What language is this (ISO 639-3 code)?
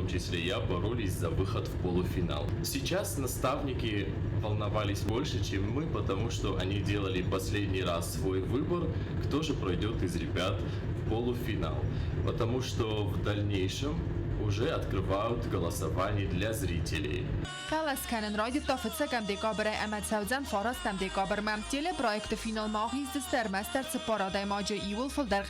oss